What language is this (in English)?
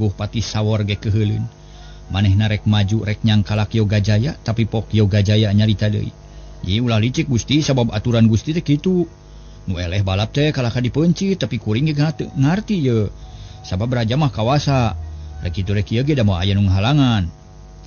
Sundanese